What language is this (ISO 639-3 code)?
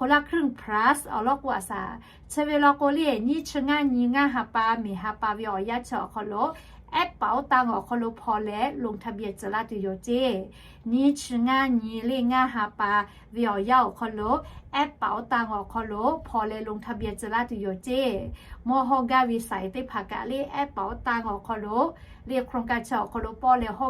lhu